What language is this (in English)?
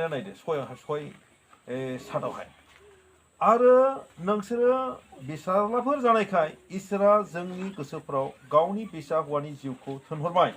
Bodo